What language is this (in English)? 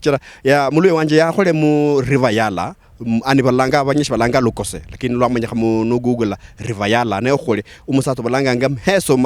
Luyia